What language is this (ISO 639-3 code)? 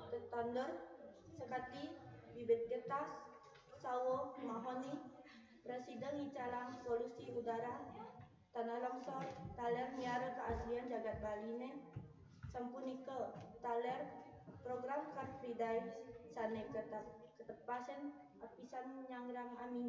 ban